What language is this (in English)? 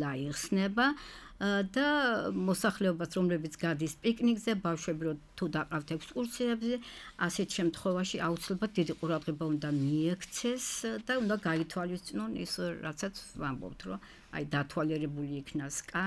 Georgian